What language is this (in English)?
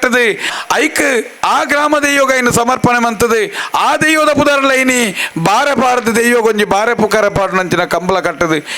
Tulu